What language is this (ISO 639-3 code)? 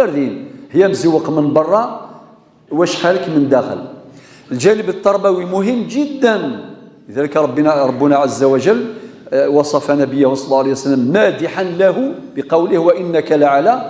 kab